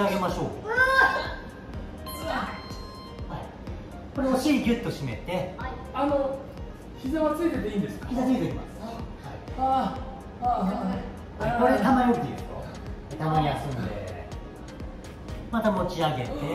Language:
Japanese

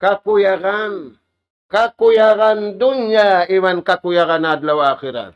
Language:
Tausug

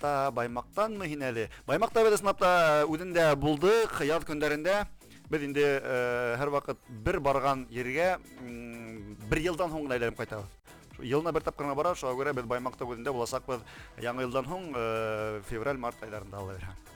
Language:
Bashkir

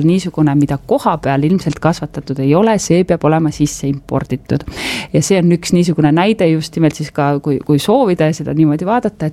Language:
Estonian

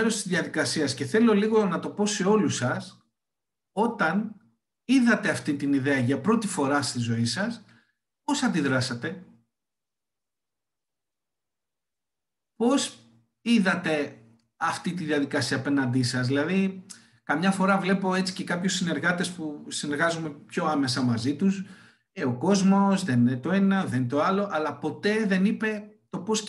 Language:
Greek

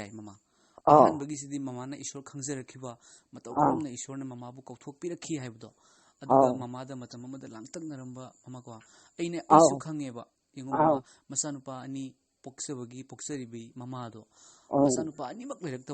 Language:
Manipuri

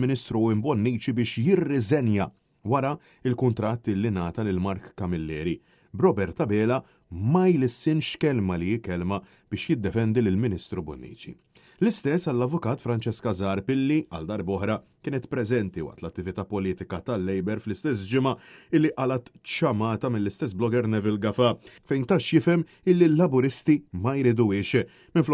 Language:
Maltese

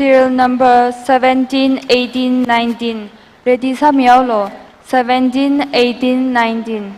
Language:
Tangkhul Naga (India)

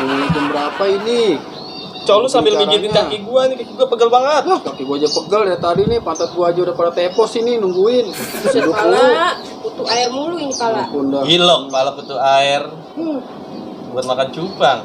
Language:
Betawi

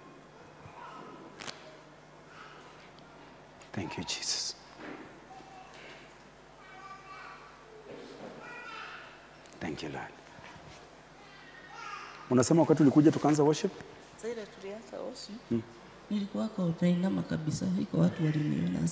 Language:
Swahili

